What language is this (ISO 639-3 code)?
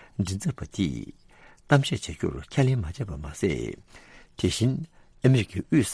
bod